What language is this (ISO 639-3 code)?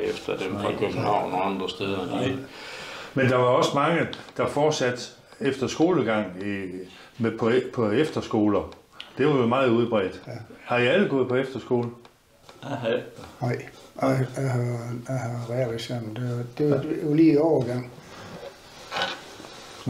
dan